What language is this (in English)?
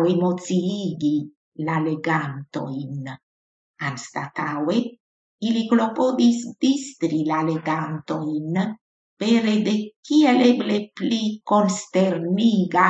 Esperanto